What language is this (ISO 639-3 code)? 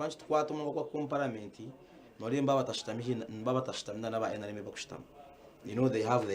nyn